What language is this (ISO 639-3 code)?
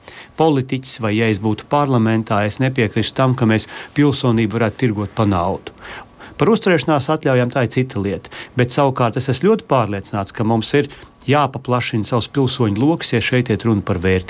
lav